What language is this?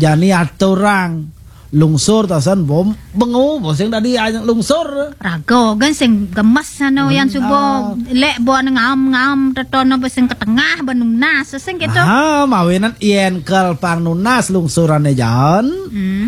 Balinese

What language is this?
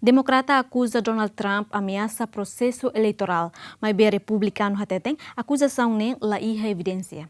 Tetum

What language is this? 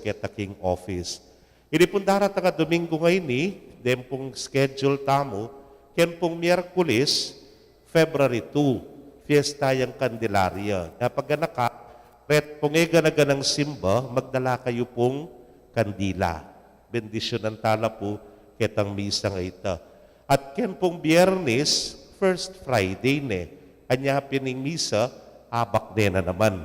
Pampanga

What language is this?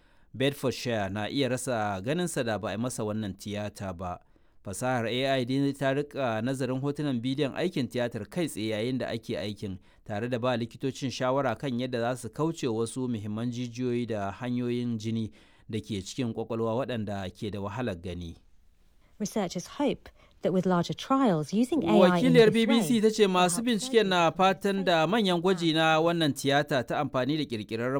Hausa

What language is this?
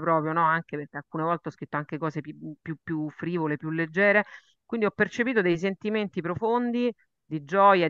Italian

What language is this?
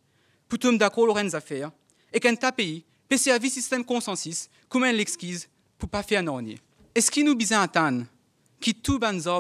Morisyen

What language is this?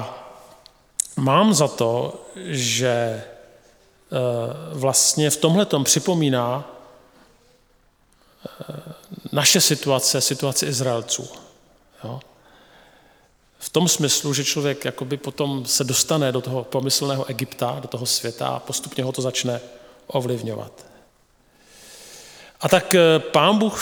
Czech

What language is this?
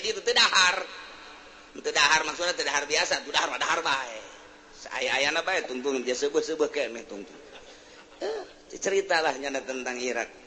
Sundanese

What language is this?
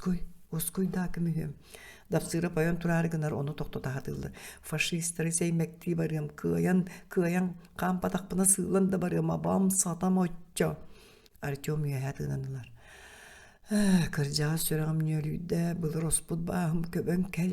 Yakut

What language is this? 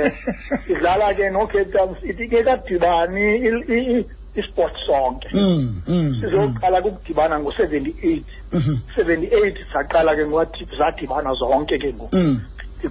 Xhosa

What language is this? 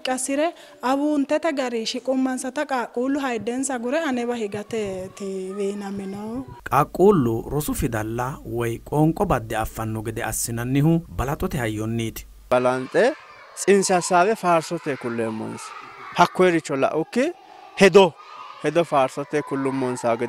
Sidamo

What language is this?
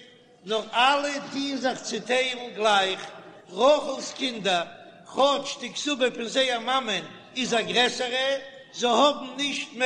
Yiddish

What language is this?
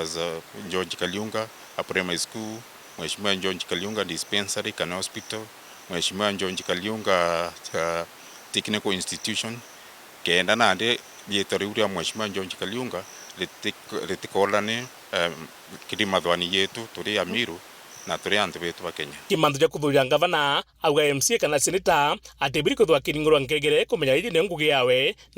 Meru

